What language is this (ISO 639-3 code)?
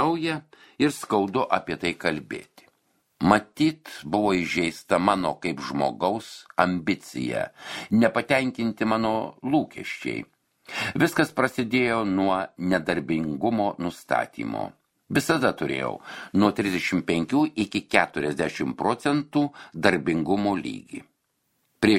lit